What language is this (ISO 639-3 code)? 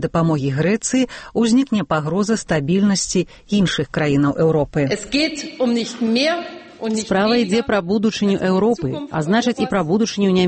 bel